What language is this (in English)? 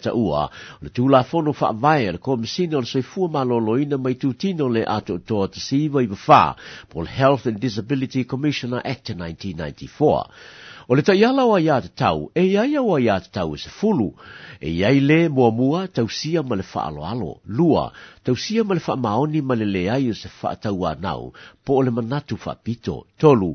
Samoan